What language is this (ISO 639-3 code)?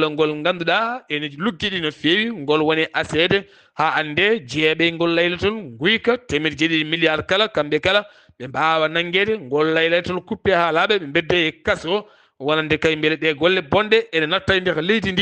ful